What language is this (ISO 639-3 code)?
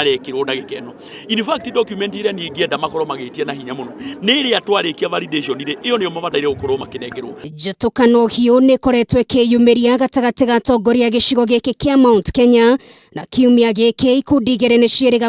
kik